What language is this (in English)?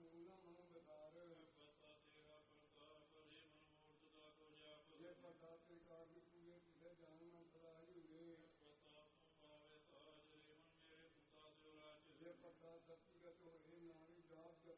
Punjabi